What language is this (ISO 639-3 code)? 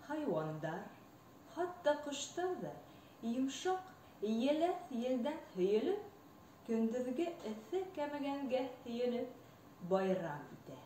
bak